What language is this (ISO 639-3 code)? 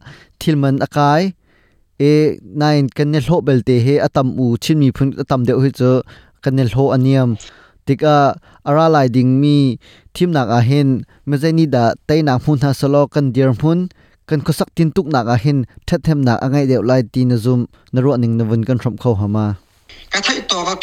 cnh